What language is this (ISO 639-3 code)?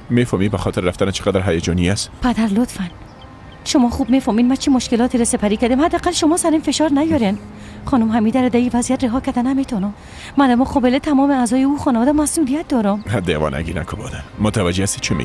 fas